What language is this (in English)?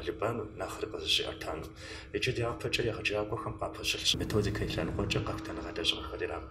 Kabardian